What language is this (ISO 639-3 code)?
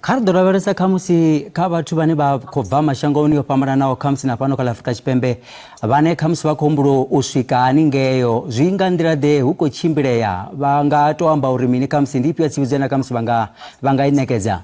ven